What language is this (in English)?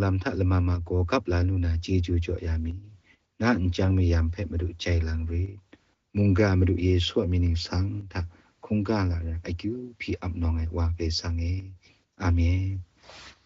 Kachin